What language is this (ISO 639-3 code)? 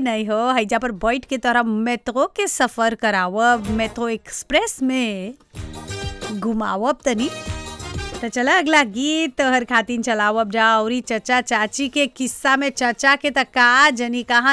bho